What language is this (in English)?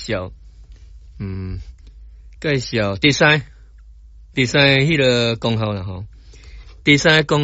Min Nan Chinese